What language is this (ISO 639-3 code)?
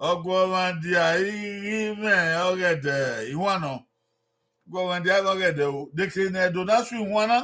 bin